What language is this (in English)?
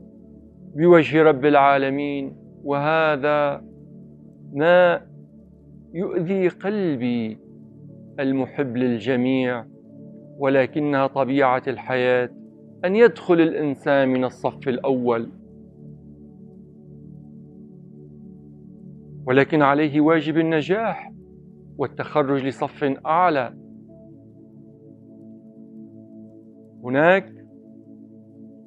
Arabic